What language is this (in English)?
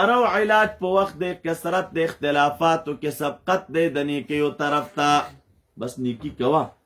Pashto